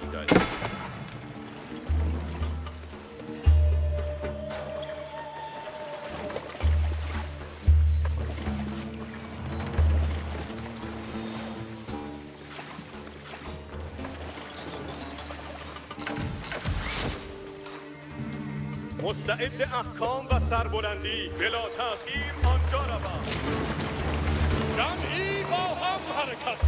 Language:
Persian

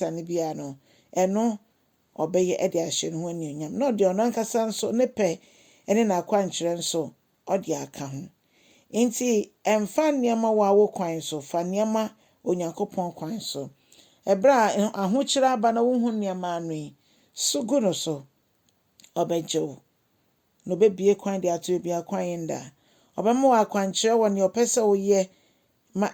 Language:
Akan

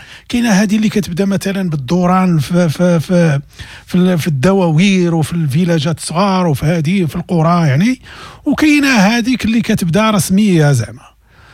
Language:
Moroccan Arabic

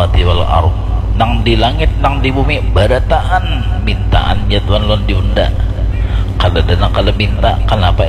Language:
Banjar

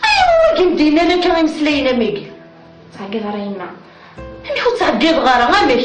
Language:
Kabyle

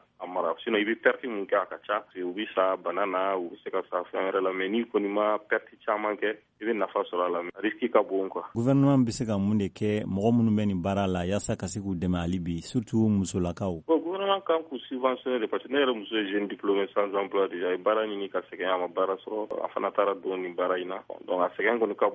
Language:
Bambara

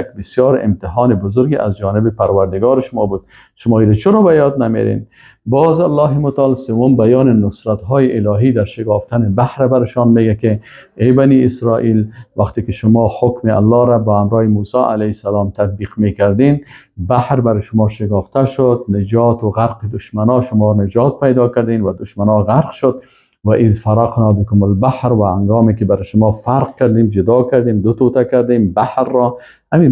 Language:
Persian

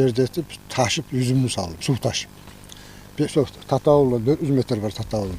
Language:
Kumyk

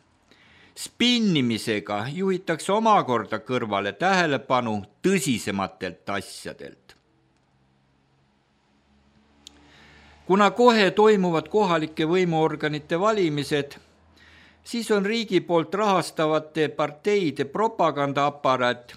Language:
Estonian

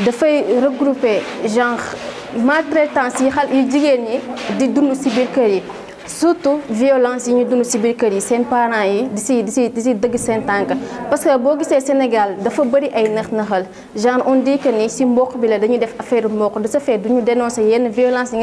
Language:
Wolof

